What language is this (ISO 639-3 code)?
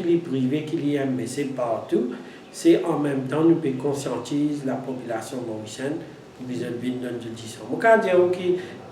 mfe